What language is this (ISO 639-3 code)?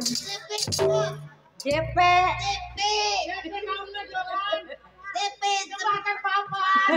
bew